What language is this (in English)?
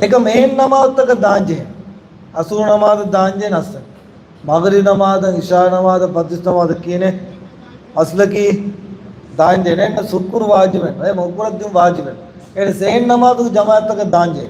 Divehi